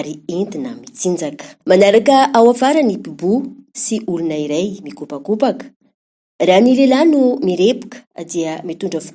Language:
Malagasy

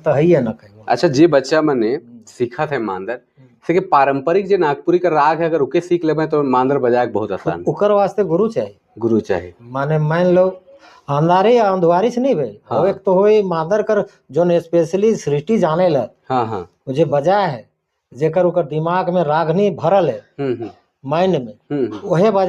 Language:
Sadri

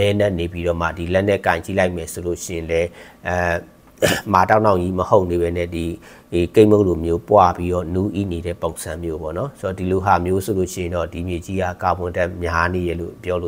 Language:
Burmese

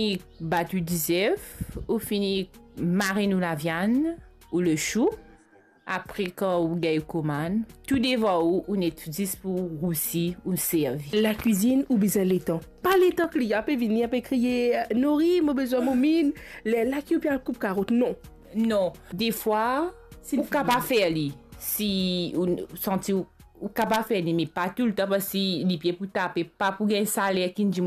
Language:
Morisyen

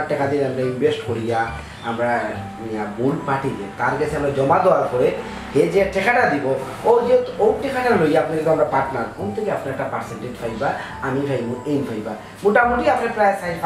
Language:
Sylheti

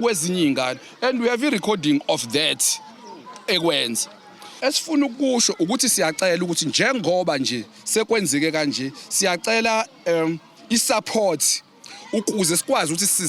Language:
Zulu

